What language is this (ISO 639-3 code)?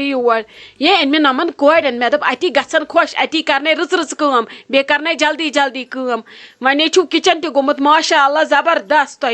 kas